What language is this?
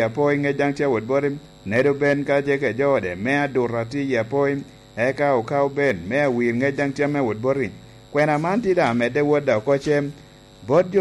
Lango (Uganda)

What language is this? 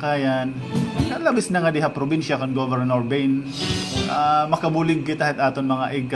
Waray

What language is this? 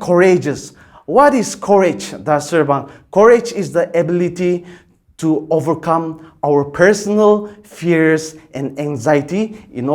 Ao Naga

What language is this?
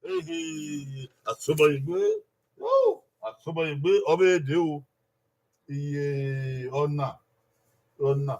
Bini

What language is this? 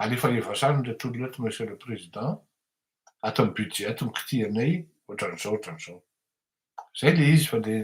Malagasy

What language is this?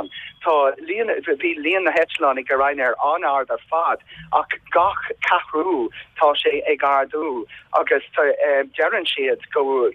Irish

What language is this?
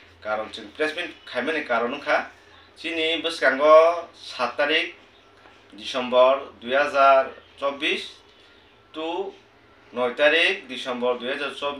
Kok Borok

